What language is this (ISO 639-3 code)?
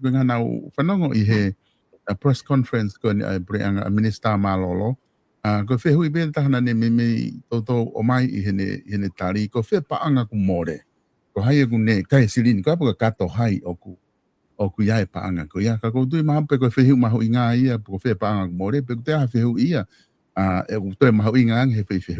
ton